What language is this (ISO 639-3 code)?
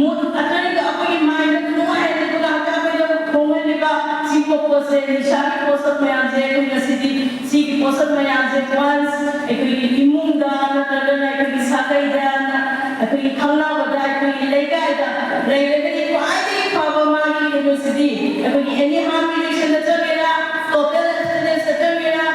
mni